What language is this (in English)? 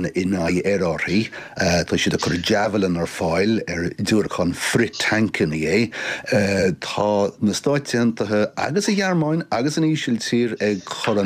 Irish